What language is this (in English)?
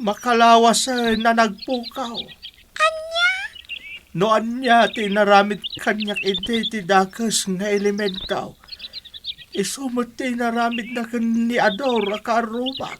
Iloko